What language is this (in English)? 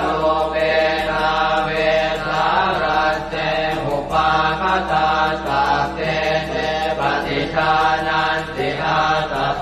Pali